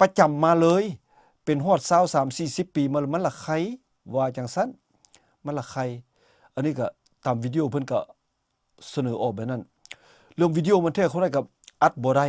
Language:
Lao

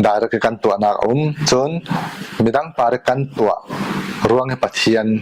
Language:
Falam Chin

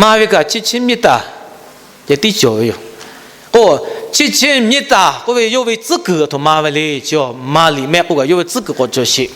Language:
Lahu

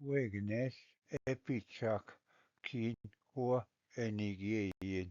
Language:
Ojibwa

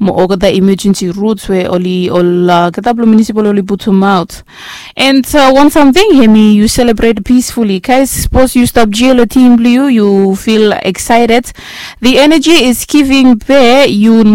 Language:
Bislama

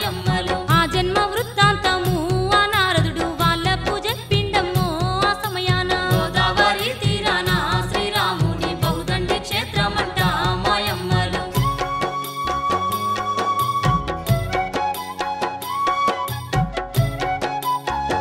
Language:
Telugu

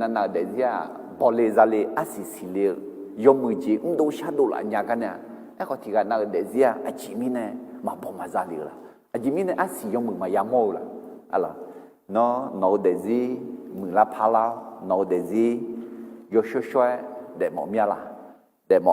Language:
Akha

